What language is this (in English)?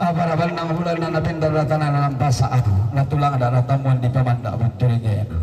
Toraja-Sa'dan